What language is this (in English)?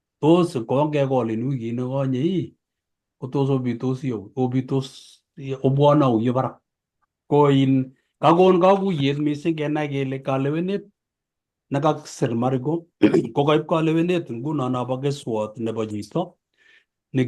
Kalenjin